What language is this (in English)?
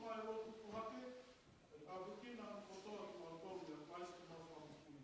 Tongan